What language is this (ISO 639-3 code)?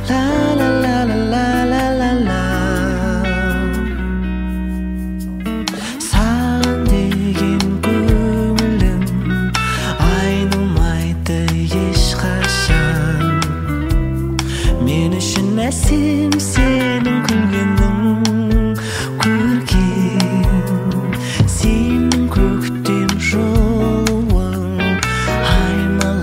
kaz